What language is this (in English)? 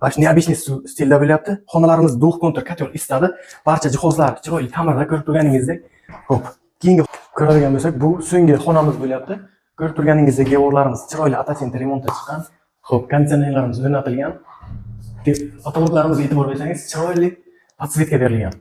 Uzbek